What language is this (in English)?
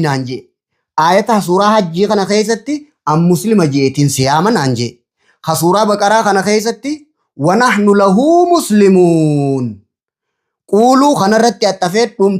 Oromo